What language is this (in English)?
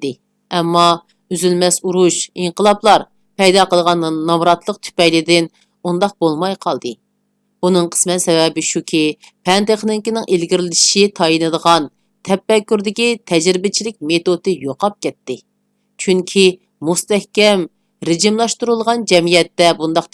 Uyghur